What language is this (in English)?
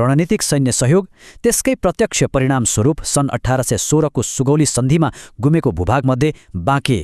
Nepali